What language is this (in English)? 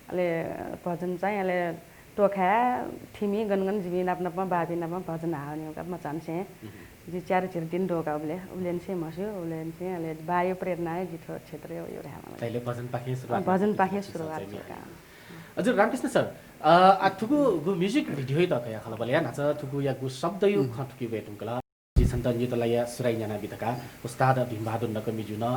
Newari